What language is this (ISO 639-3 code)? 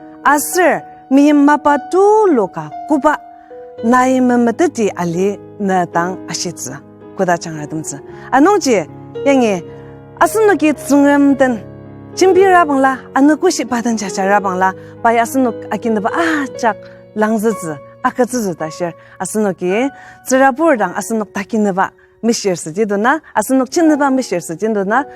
njo